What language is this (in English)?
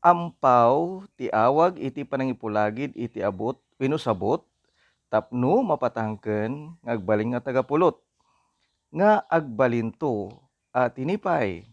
Iloko